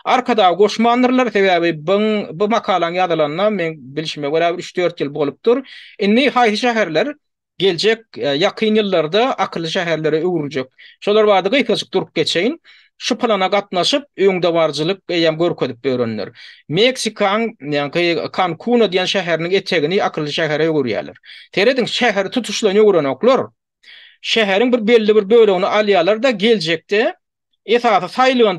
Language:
Turkmen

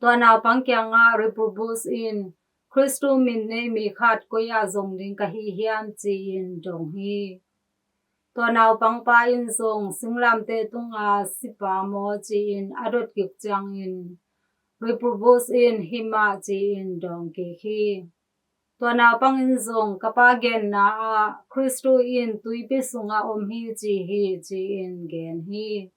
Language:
Tedim Chin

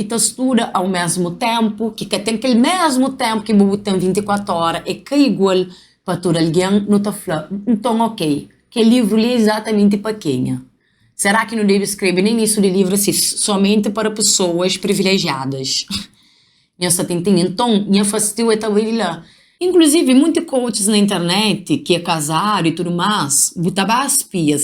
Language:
Kabuverdianu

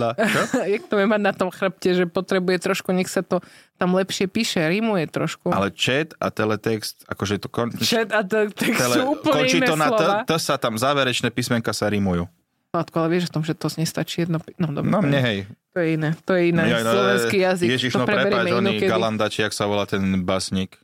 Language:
Slovak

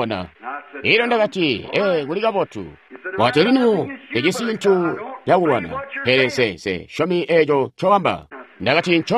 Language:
Tonga (Zambia)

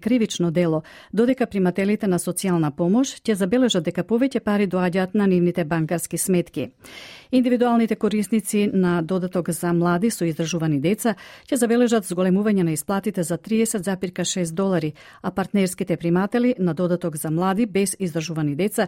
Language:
Macedonian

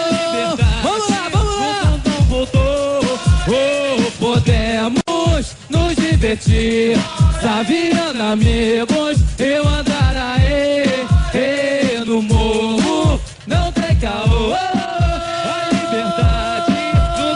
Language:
Portuguese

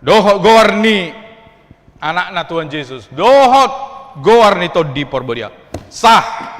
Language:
Batak Toba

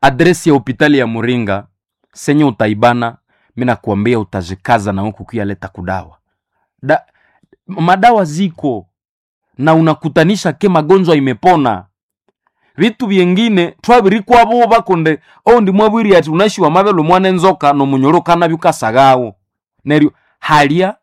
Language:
Nande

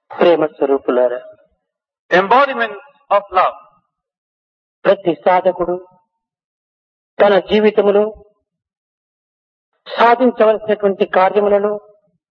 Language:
Telugu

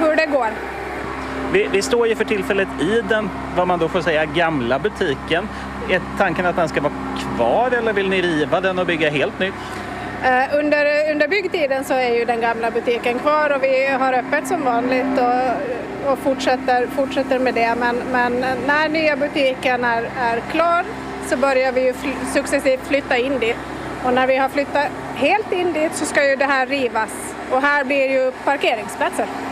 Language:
Swedish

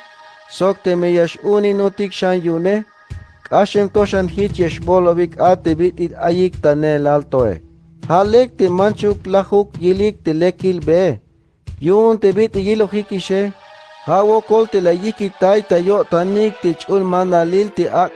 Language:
Tzeltal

